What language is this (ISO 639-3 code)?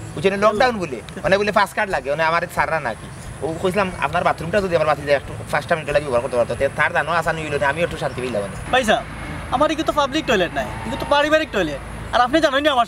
syl